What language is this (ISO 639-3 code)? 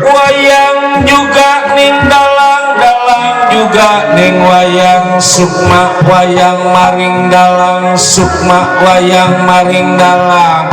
bew